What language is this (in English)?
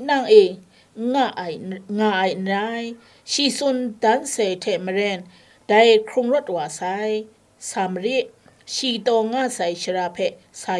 Kachin